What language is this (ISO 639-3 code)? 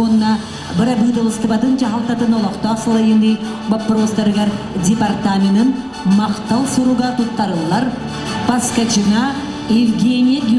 sah